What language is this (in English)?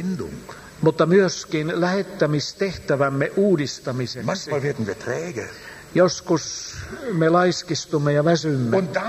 Finnish